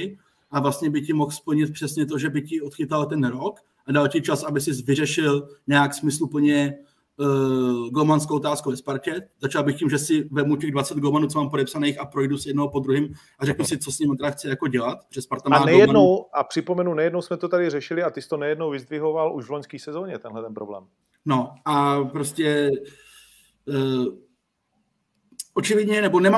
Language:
Czech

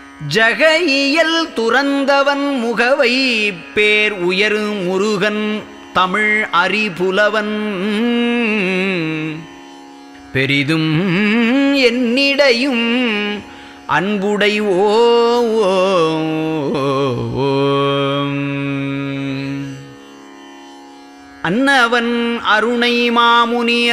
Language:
Tamil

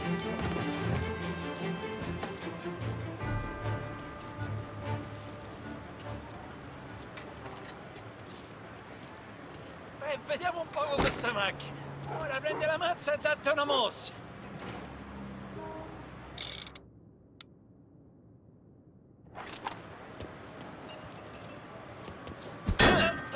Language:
Italian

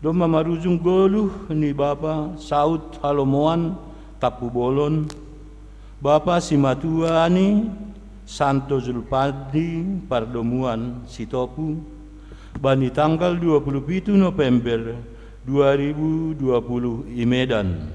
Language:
Batak Simalungun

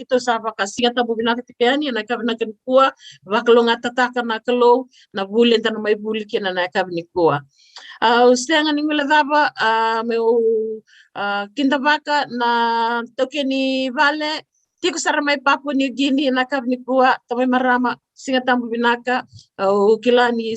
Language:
Fijian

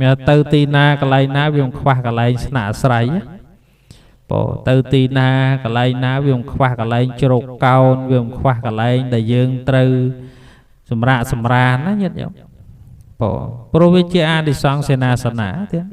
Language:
Khmer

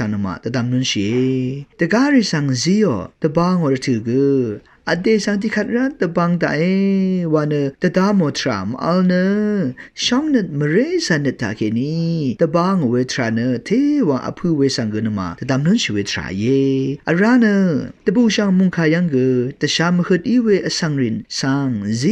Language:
Rawang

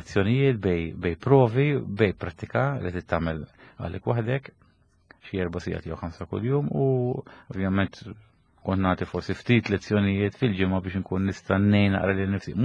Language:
Maltese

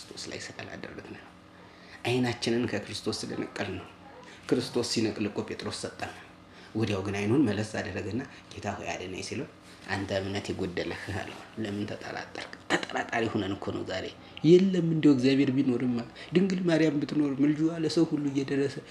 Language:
Amharic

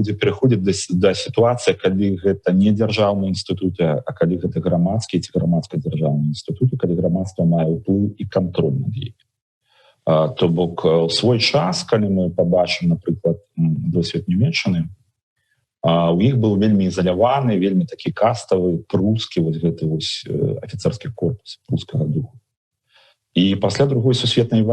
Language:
Belarusian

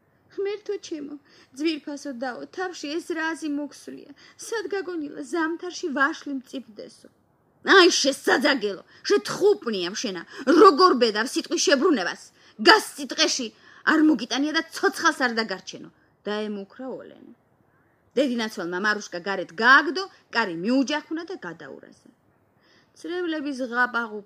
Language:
Georgian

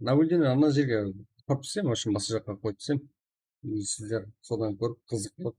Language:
Kara-Kalpak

